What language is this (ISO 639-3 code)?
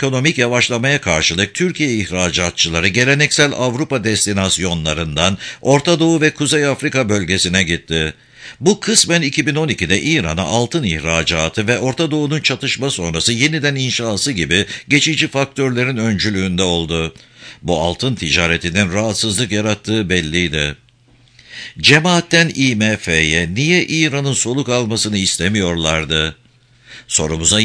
tur